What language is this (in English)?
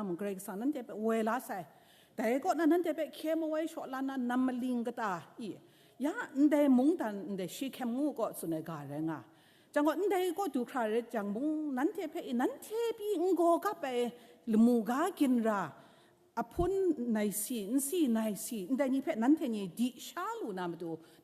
Kachin